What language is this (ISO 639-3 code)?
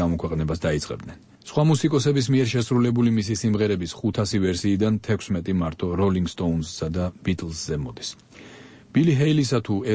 kat